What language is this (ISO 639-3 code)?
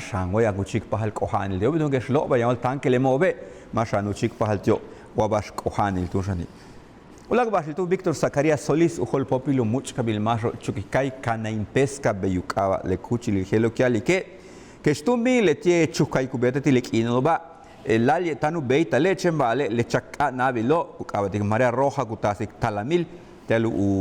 yua